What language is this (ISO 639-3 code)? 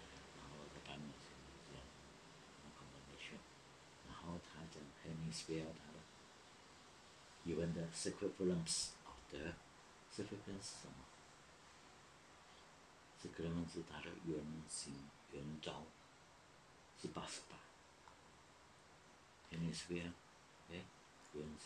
zho